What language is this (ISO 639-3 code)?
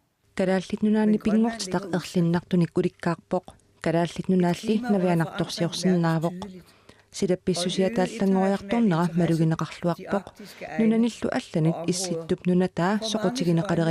kal